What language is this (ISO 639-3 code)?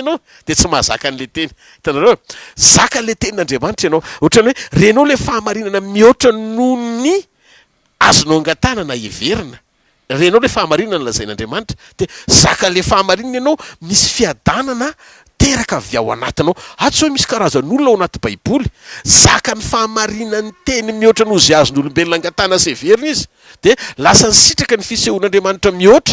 mlg